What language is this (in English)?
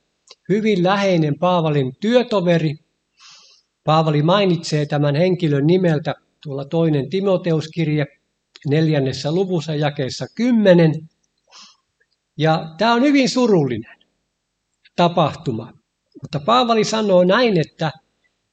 Finnish